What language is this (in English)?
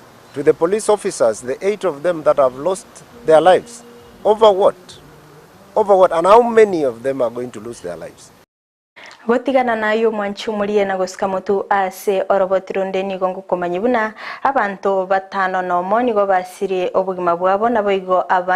Gusii